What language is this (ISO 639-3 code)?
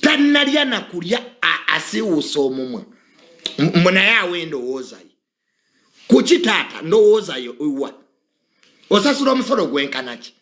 lug